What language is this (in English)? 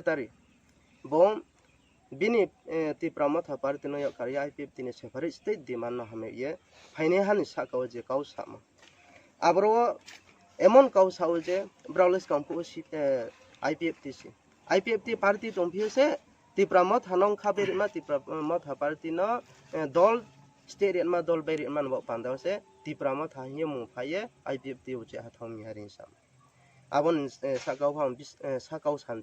Riang (India)